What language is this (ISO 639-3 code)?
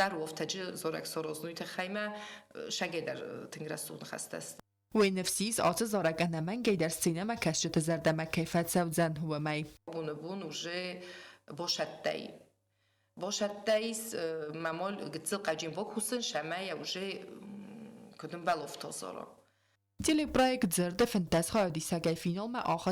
oss